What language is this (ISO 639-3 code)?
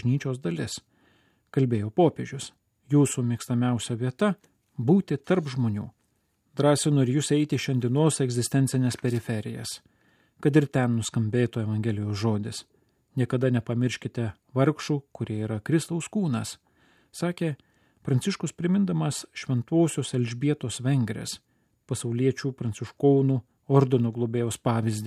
lit